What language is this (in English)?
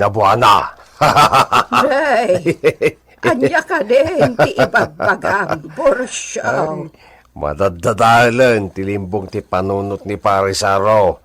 Iloko